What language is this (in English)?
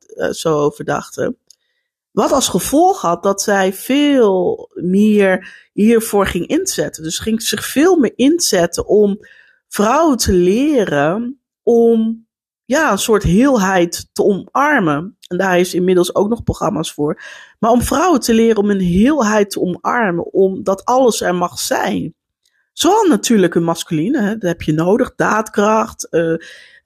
Dutch